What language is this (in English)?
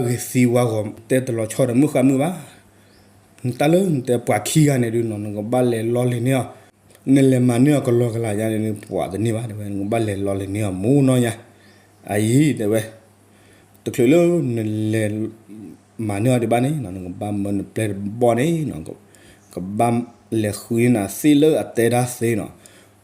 S'gaw Karen